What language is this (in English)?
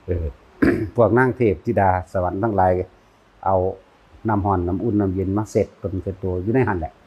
Northeastern Thai